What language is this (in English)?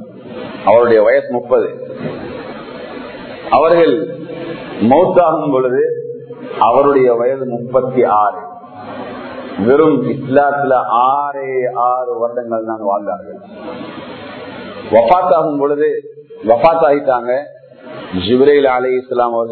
Tamil